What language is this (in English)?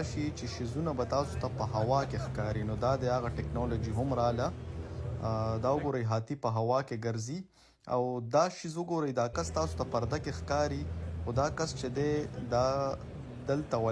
Pashto